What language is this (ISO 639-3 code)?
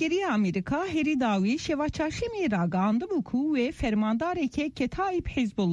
kur